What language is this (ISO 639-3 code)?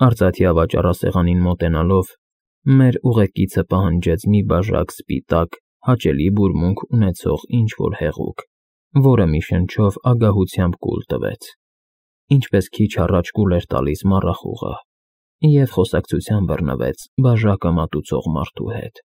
hye